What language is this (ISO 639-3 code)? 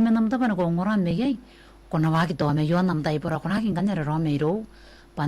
gil